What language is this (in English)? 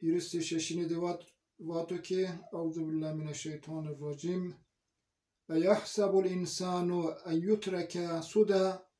Zaza